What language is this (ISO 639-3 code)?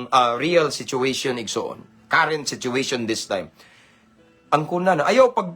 ceb